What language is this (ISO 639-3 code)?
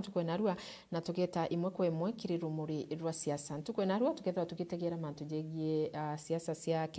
mer